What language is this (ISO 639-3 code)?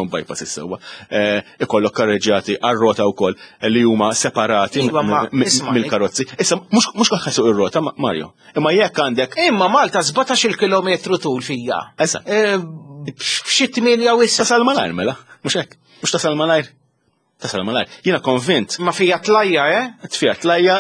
mlt